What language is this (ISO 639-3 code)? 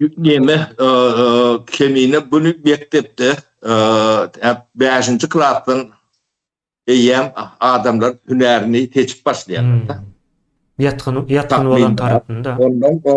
tuk